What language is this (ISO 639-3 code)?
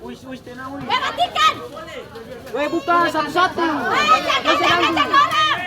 abs